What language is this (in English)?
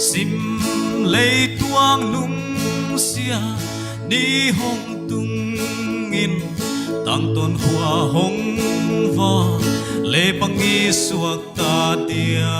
Paite Chin